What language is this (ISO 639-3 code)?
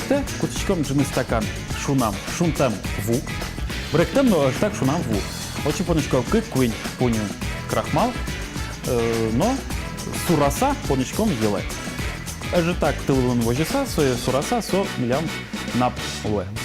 udm